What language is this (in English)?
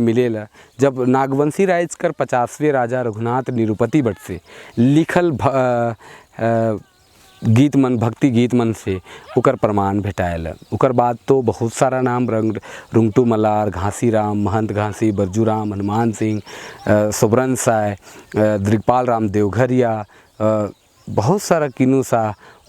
Sadri